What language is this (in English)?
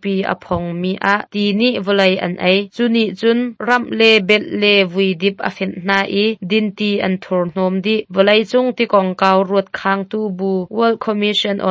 Hakha Chin